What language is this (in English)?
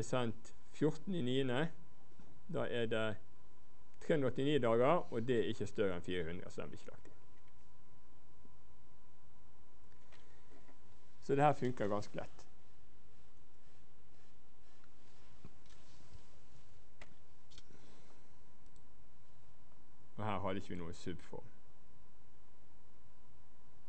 Norwegian